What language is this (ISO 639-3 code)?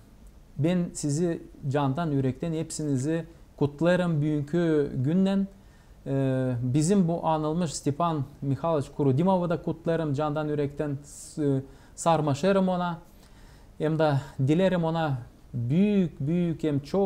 gag